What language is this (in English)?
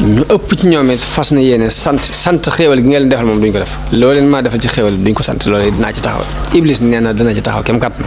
Wolof